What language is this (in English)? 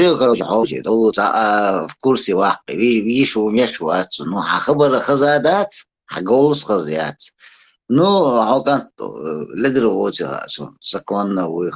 Chechen